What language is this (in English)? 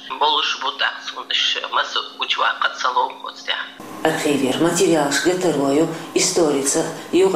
Chechen